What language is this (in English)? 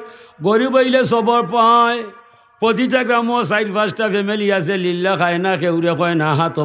Sylheti